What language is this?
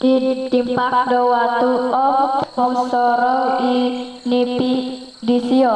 Central Dusun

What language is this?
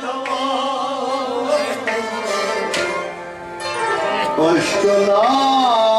Kashmiri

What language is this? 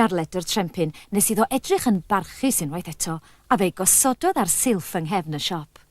Welsh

